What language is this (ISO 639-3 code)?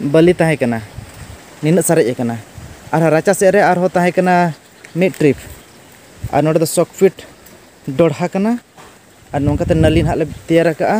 sat